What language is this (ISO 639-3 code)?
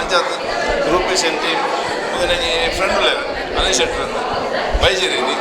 tcy